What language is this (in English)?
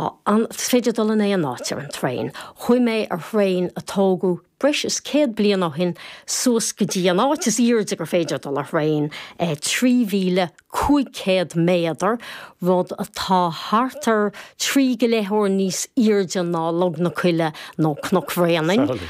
Irish